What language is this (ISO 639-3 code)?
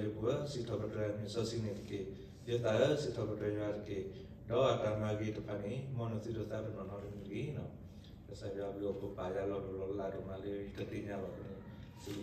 ksw